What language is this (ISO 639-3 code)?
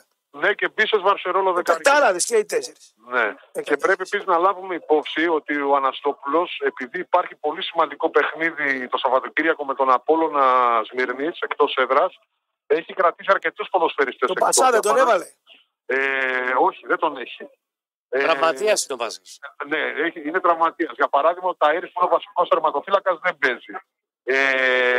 ell